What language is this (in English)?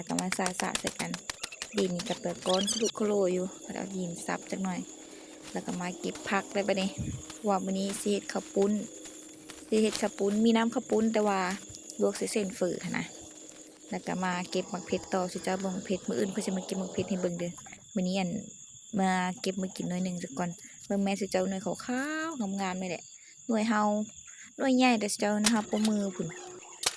Lao